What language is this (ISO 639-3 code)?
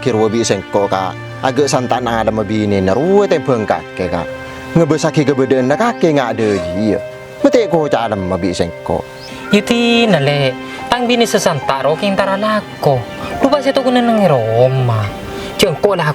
mad